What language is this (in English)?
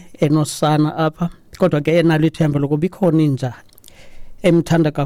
Xhosa